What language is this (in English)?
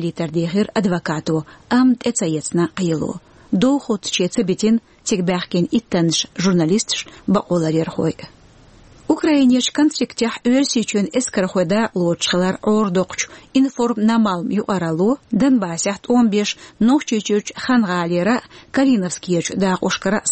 Chechen